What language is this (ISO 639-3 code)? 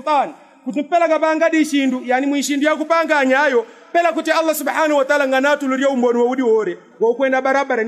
yao